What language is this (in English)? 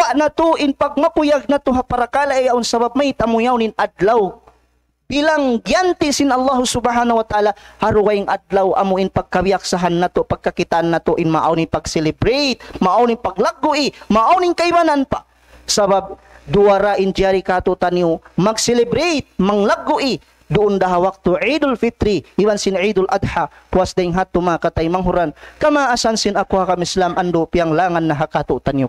Tausug